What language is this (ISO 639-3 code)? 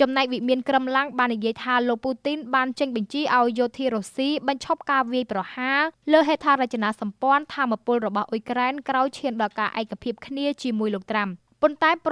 khm